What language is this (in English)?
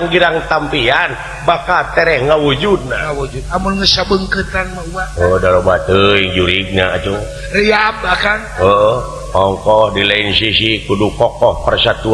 Sundanese